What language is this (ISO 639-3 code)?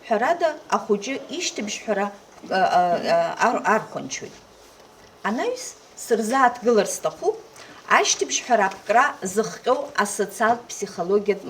abk